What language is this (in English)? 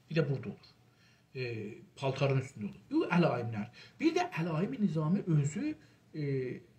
South Azerbaijani